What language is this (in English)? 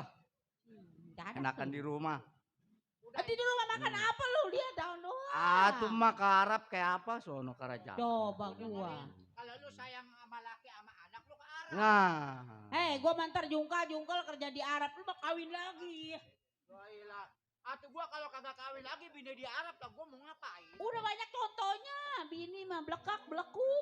Betawi